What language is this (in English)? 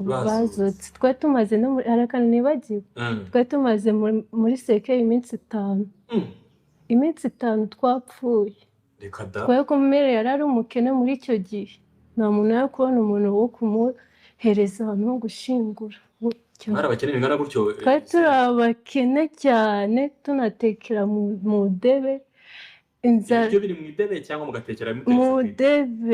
Kinyarwanda